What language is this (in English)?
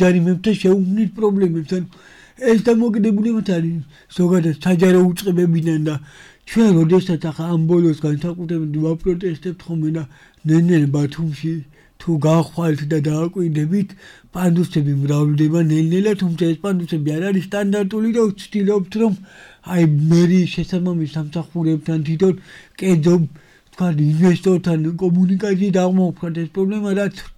Georgian